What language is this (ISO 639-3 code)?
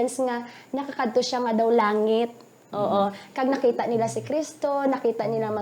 hil